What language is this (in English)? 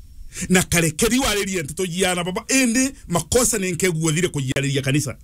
Meru